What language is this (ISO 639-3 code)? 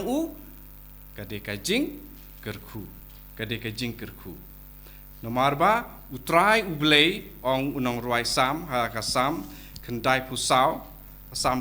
kha